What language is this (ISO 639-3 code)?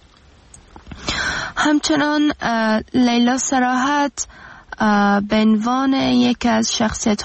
fas